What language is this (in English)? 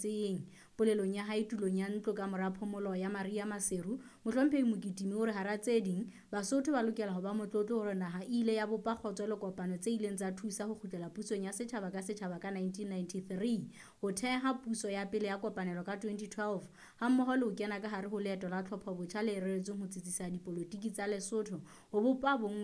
Southern Sotho